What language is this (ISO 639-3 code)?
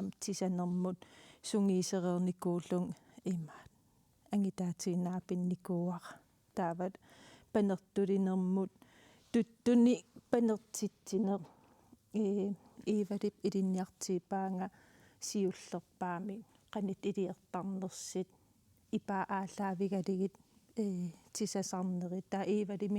kal